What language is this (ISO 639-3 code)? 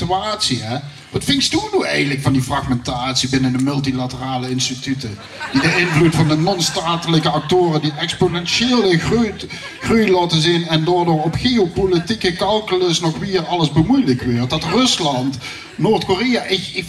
lim